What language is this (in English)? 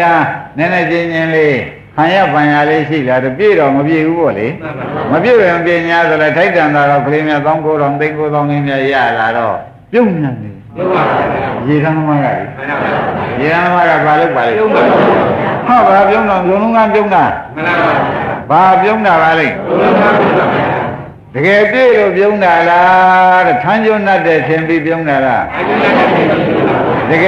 Burmese